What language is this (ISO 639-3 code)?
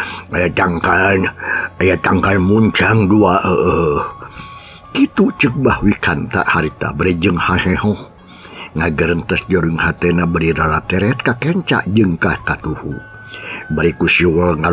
sun